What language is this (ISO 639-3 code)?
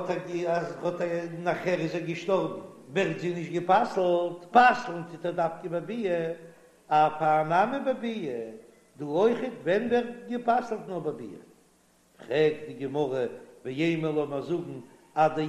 yid